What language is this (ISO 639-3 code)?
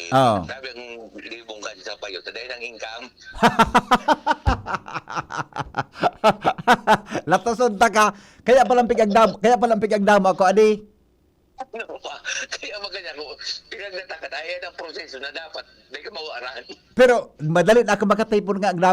bik